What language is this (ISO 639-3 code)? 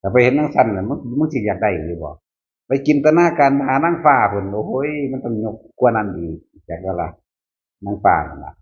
tts